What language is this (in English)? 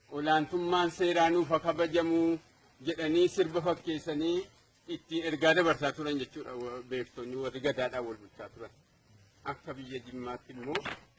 Oromo